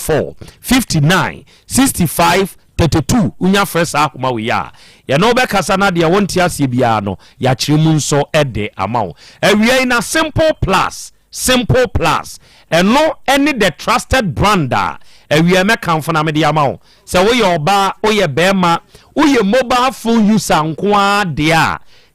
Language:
Akan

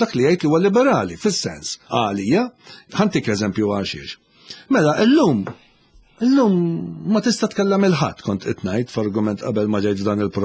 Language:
Maltese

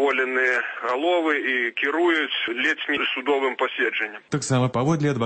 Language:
Belarusian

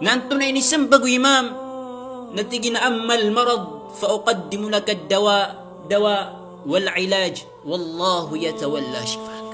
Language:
Maranao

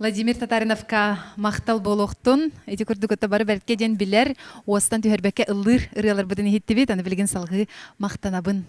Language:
Yakut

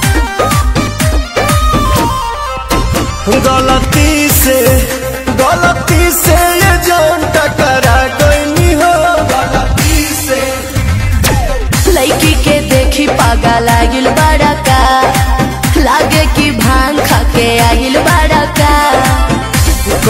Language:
Bhojpuri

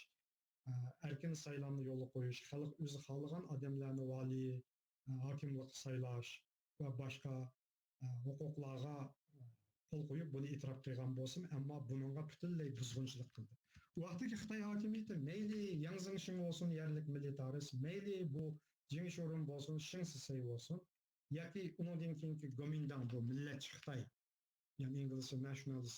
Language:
Uyghur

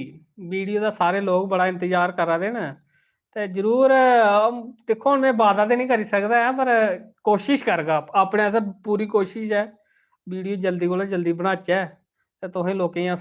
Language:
Dogri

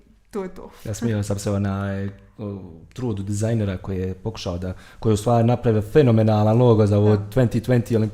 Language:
Bosnian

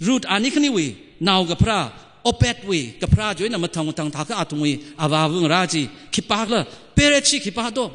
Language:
Tangkhul Naga (India)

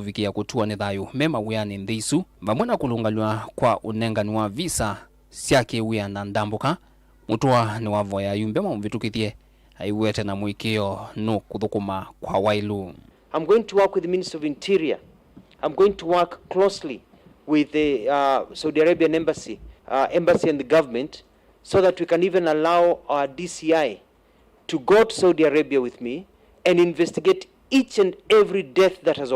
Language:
Kamba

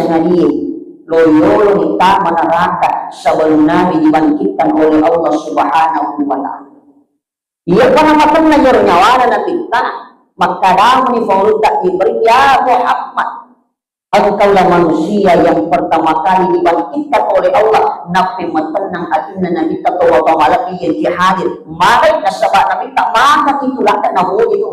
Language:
Buginese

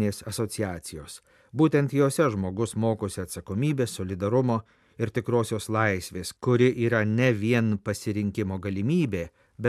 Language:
Lithuanian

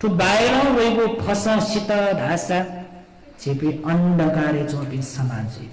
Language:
Newari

